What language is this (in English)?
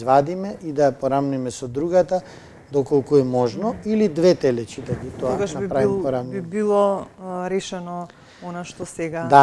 Macedonian